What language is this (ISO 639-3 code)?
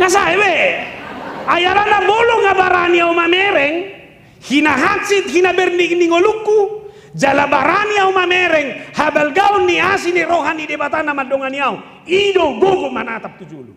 bbc